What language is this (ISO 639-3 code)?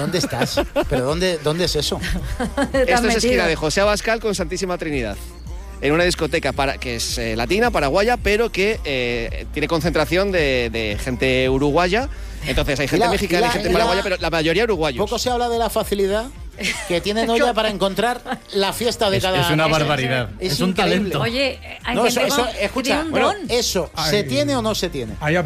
spa